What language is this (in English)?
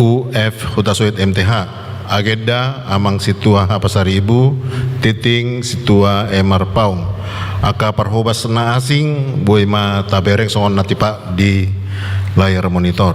Batak Toba